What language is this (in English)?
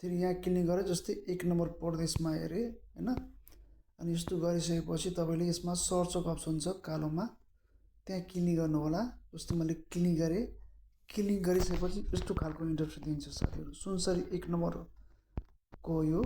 Nepali